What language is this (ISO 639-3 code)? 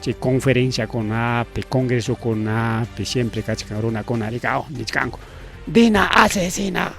quy